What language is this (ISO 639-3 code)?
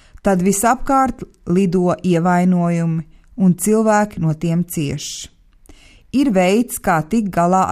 lav